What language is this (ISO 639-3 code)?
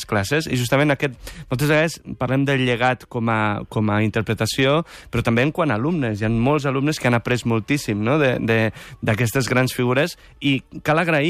cat